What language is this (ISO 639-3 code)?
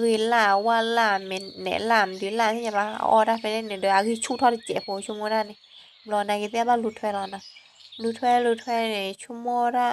ksw